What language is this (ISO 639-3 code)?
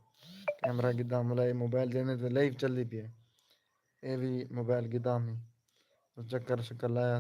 skr